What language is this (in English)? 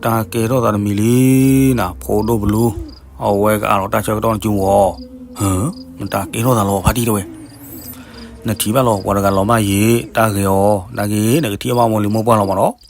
S'gaw Karen